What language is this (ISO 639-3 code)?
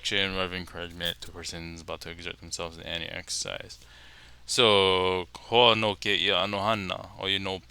haw